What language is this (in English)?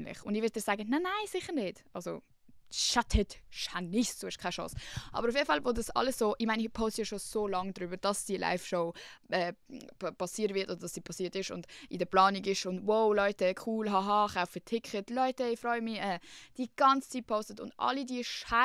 Swiss German